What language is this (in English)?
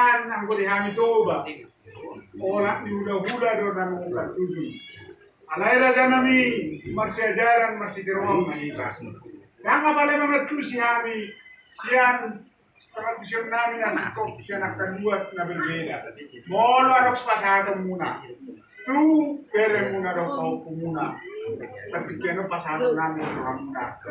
Batak Toba